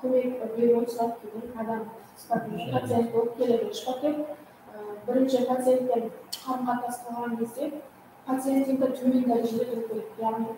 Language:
Kara-Kalpak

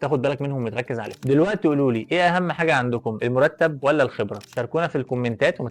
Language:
Egyptian Arabic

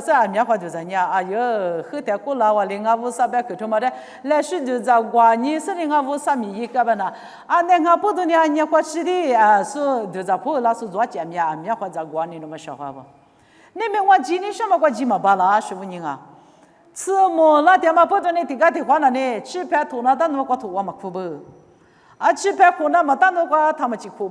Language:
Lisu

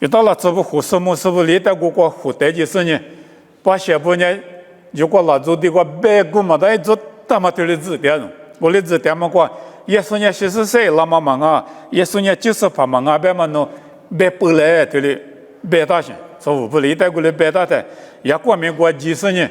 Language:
Lisu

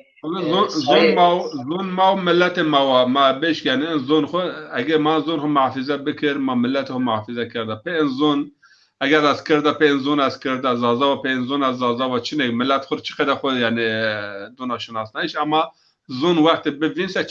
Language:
Zaza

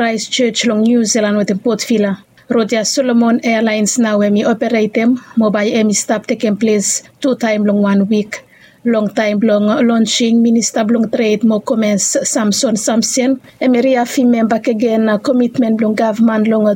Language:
Bislama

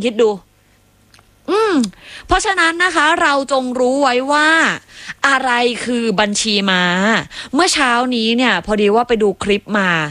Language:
Thai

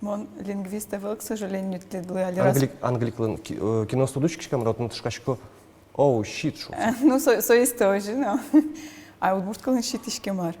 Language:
Udmurt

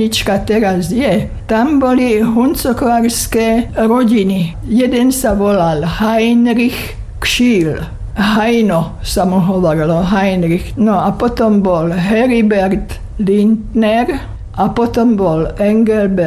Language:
Slovak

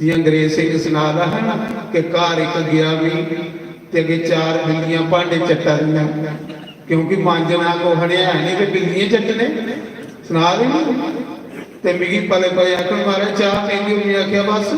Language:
Dogri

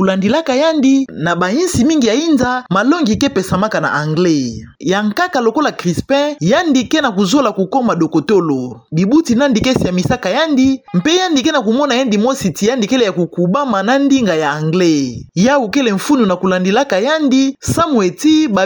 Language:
Kituba (Democratic Republic of Congo)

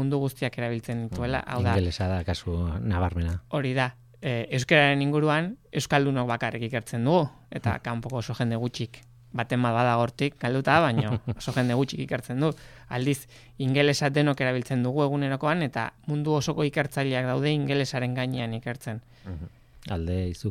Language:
Basque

